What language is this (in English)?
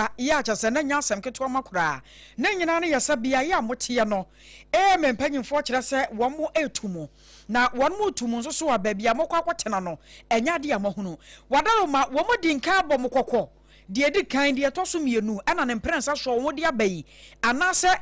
Akan